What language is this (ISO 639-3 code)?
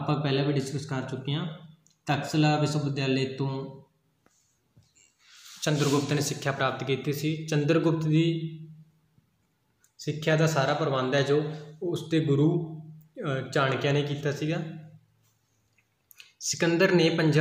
pan